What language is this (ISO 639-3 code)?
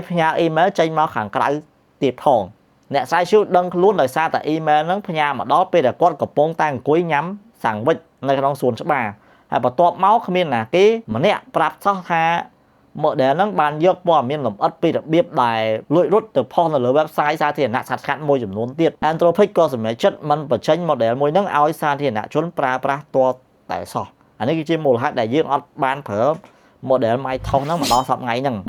khm